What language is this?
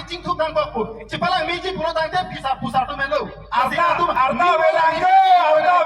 Karbi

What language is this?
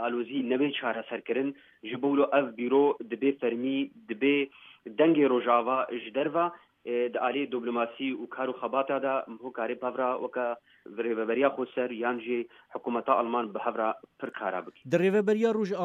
Kurdish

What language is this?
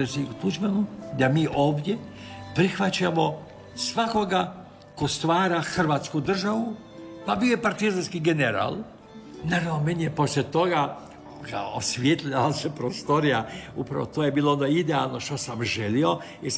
Croatian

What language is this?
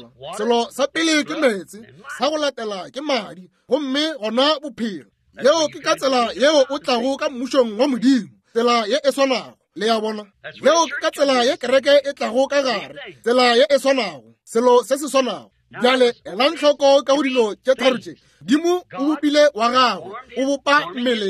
Northern Sotho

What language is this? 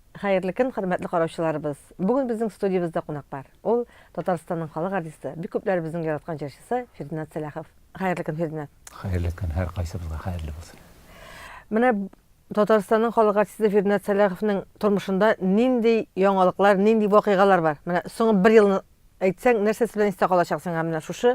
Tatar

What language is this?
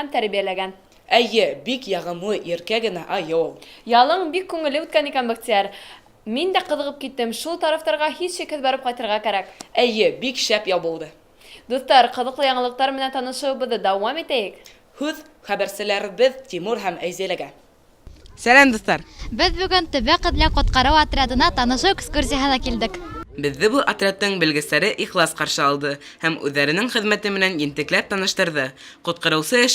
Bashkir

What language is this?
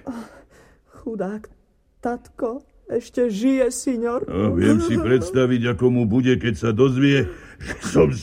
Slovak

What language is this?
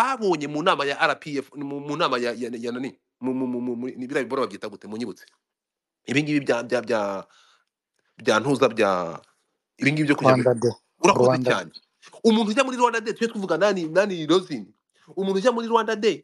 Kinyarwanda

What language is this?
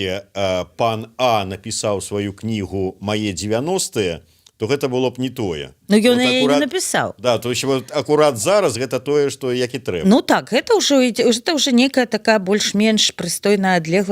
Belarusian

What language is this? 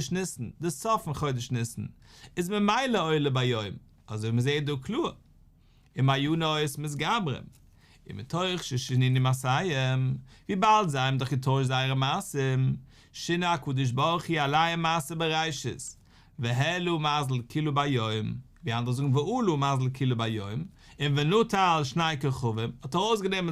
Yiddish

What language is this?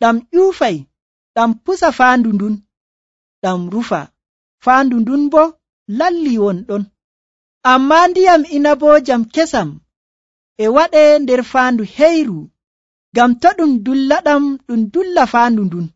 Nigerian Fulfulde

